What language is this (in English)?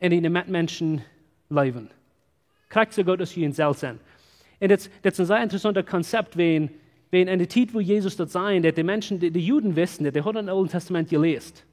Plautdietsch